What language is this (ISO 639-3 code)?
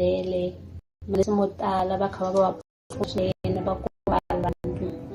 tso